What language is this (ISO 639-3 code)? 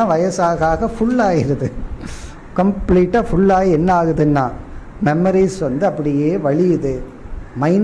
tam